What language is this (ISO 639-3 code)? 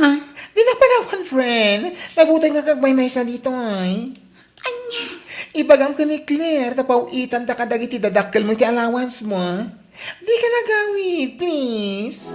ilo